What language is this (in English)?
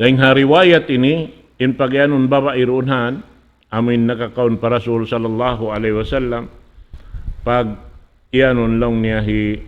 Tausug